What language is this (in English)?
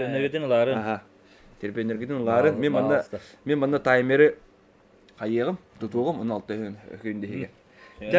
Yakut